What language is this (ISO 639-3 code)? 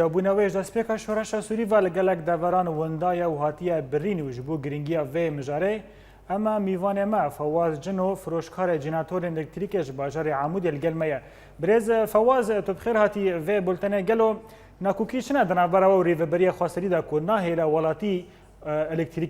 kur